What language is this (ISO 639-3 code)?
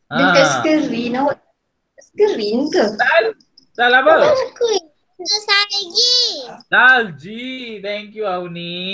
msa